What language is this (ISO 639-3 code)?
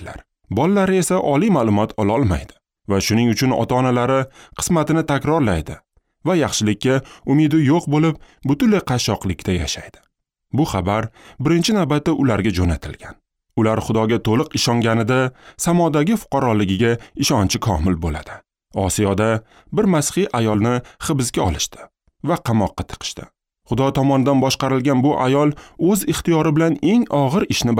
uzb